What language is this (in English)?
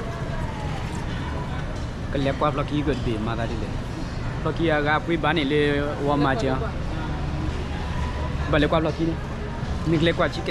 S'gaw Karen